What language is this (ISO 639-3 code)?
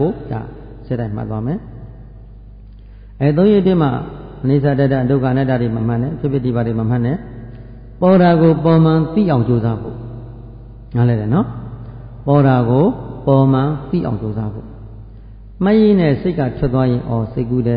mya